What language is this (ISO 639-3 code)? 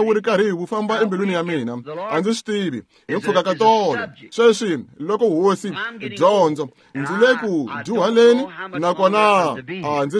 tso